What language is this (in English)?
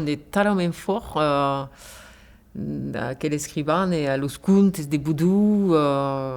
Occitan